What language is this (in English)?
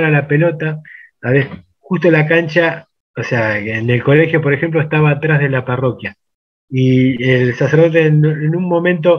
Spanish